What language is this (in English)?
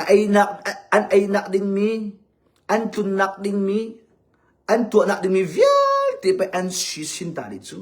Hakha Chin